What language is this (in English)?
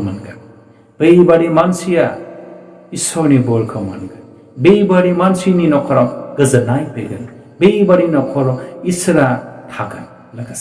Bodo